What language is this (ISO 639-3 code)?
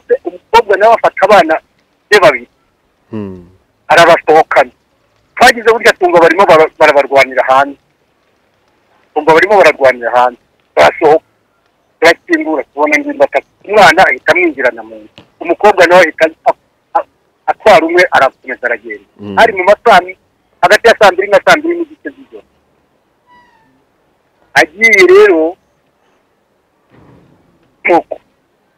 kin